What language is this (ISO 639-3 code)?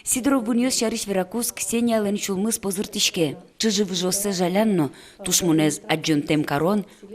udm